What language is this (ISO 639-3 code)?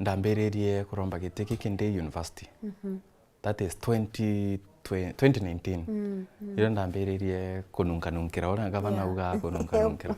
mer